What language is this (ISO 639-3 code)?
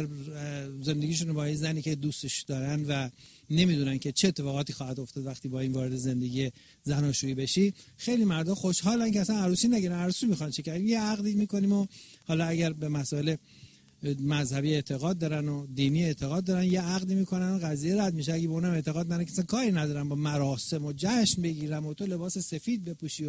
fas